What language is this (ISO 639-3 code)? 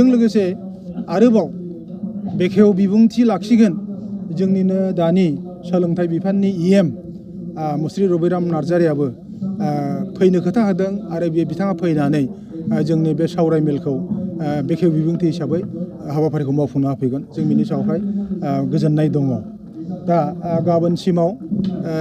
brx